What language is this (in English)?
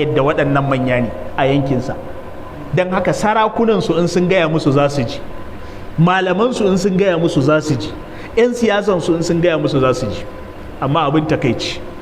Hausa